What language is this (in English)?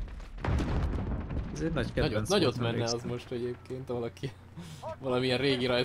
Hungarian